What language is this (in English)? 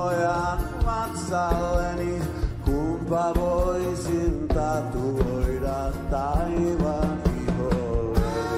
Finnish